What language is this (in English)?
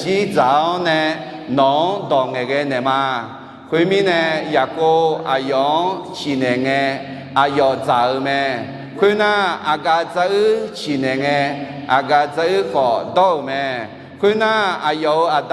Akha